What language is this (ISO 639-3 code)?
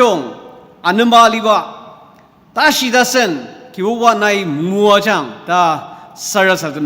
njo